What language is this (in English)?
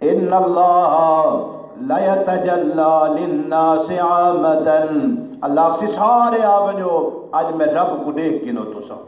Saraiki